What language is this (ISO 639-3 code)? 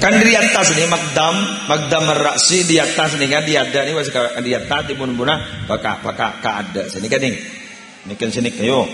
mad